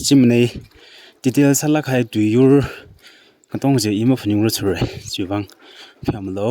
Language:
Tangkhul Naga (India)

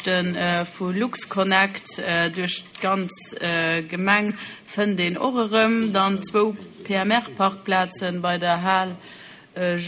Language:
Luxembourgish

